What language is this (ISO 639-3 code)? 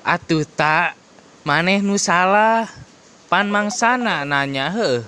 sun